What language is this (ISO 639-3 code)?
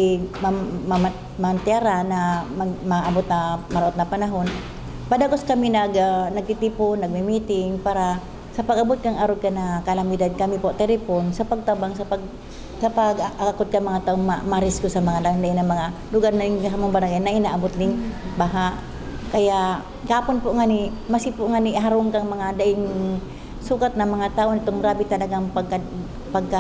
bik